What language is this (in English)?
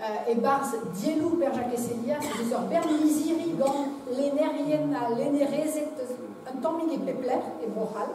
Breton